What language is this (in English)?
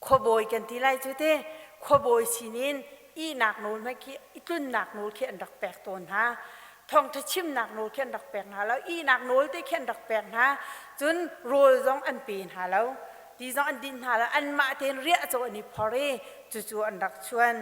Hakha Chin